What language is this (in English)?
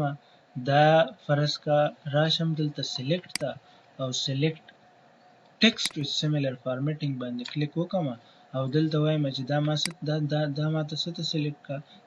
Pashto